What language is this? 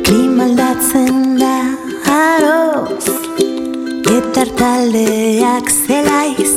Basque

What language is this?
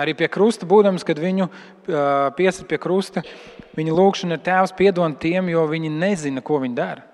Latvian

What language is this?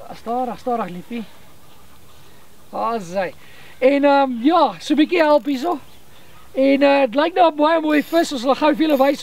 Afrikaans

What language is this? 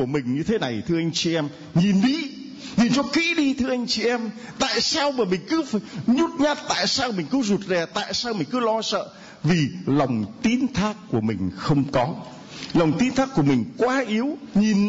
Vietnamese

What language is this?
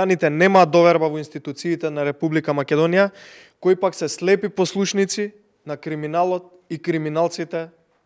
Macedonian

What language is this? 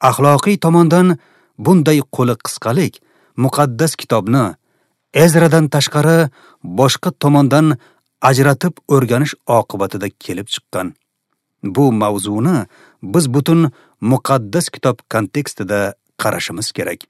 Uzbek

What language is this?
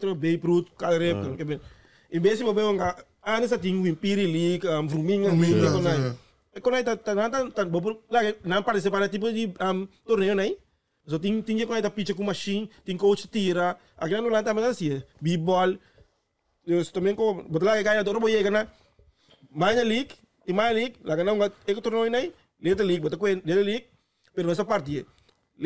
Papiamento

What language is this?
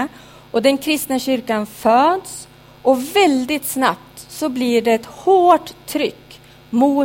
Swedish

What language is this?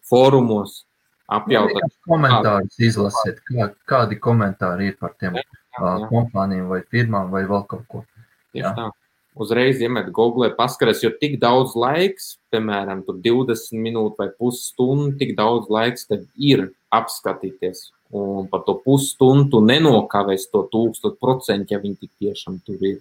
Latvian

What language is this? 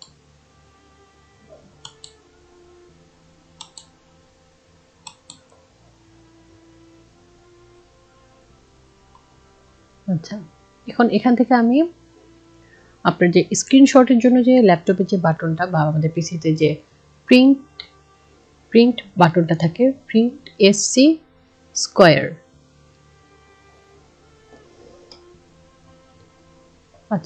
Bangla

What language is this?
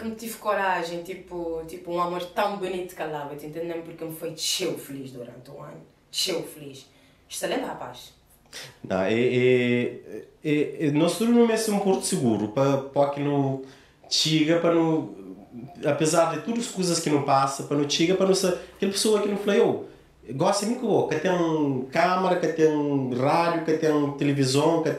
Kabuverdianu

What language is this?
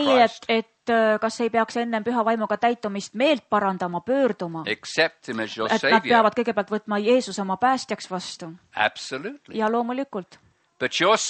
Estonian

